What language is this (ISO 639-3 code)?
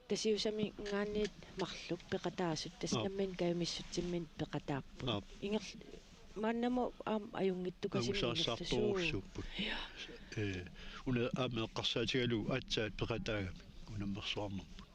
kal